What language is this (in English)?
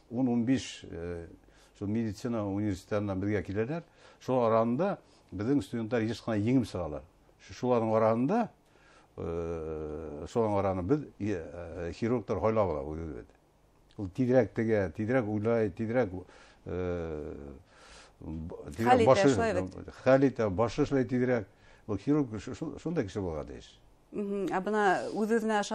Bashkir